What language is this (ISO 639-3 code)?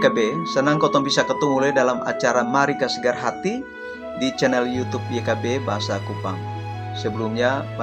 mkn